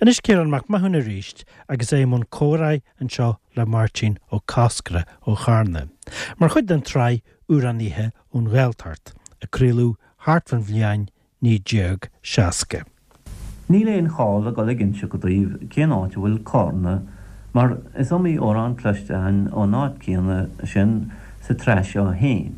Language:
Irish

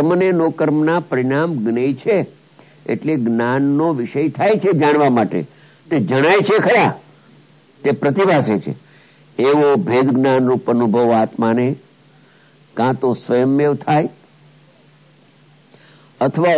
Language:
Gujarati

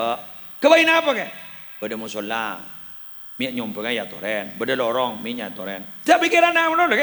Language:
Madurese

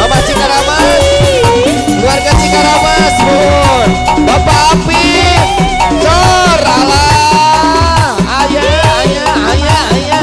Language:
Sundanese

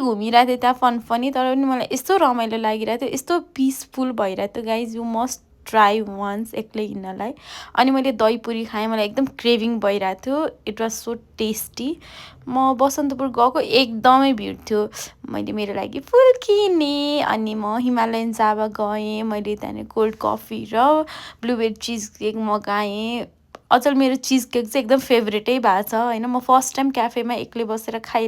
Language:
Nepali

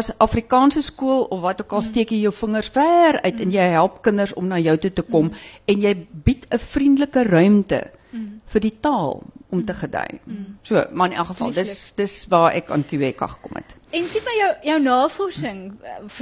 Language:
Afrikaans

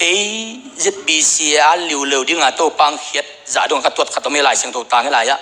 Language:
Tedim Chin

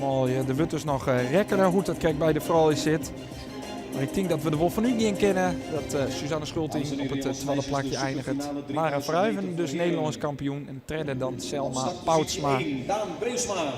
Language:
Western Frisian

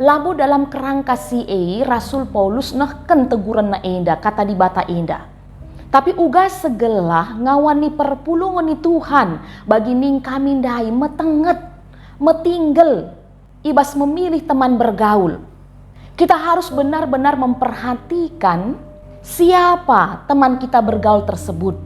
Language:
Batak Karo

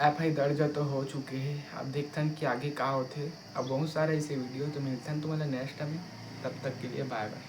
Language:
Chhattisgarhi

